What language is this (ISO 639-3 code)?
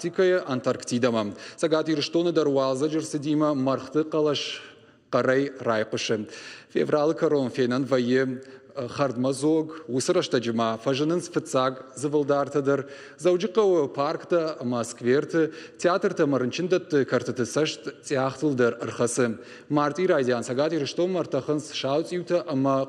oss